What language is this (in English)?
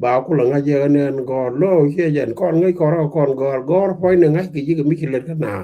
Nuer